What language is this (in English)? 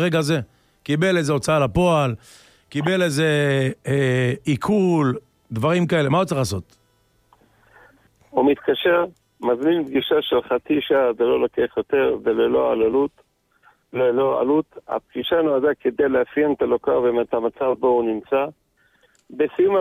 Hebrew